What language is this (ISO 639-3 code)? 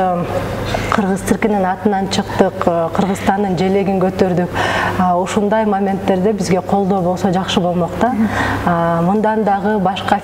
kir